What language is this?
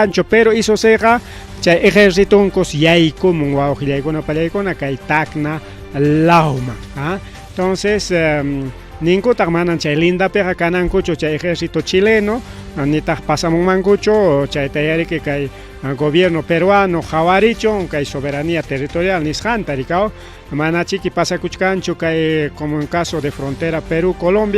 Ayacucho Quechua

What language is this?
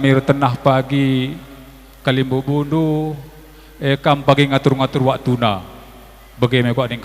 Batak Karo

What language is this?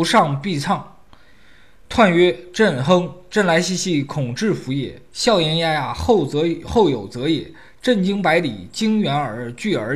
Chinese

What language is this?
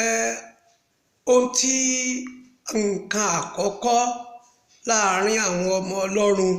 Yoruba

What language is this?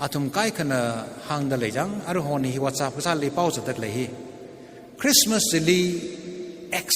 Tangkhul Naga (India)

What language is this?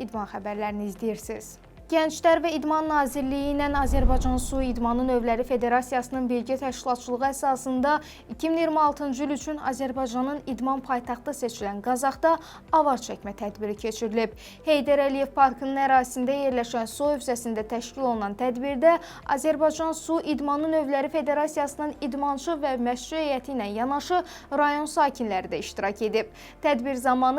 Azerbaijani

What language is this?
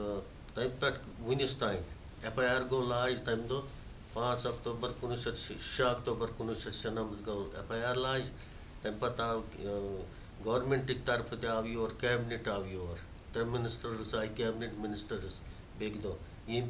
Kashmiri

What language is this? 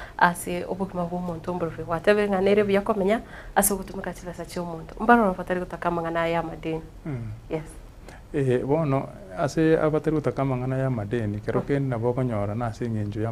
Gusii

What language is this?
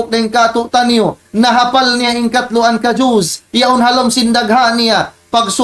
Tausug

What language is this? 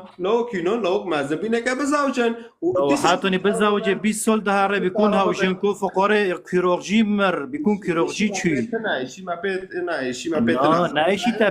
Kurdish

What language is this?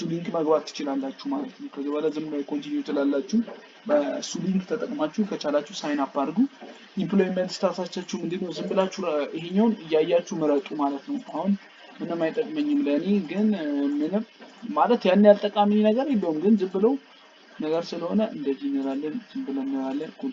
Amharic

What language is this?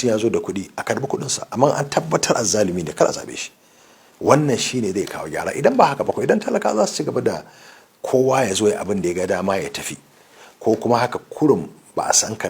Hausa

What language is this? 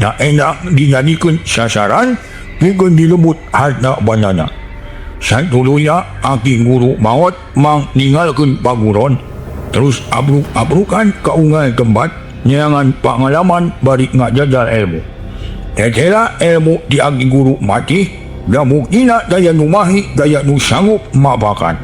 Sundanese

